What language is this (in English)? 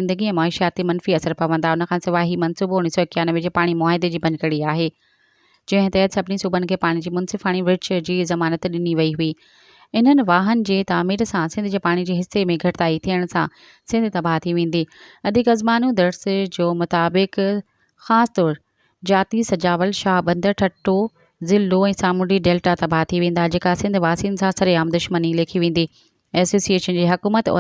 Sindhi